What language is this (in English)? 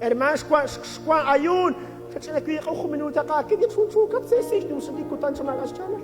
Kekchí